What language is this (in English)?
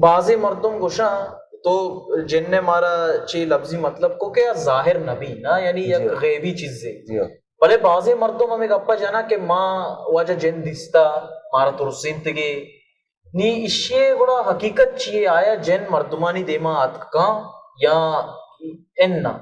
Baluchi